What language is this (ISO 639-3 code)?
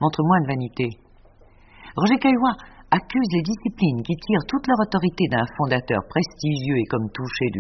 fra